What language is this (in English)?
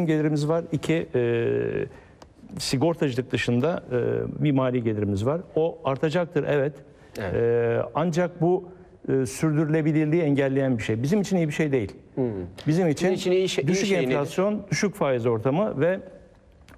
Turkish